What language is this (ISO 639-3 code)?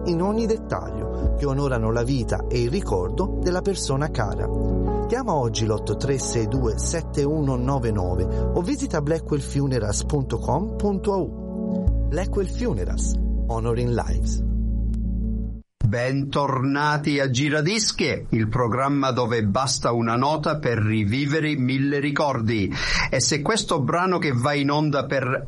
ita